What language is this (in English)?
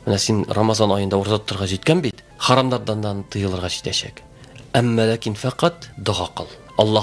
Tatar